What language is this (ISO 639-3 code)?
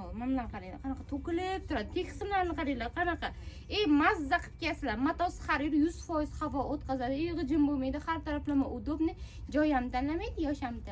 uzb